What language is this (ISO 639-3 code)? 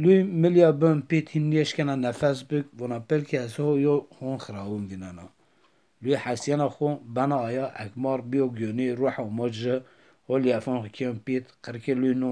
zza